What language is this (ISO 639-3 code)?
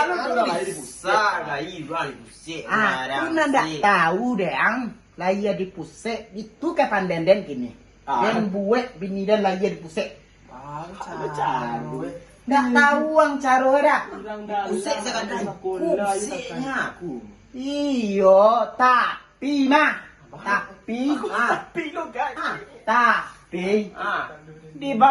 min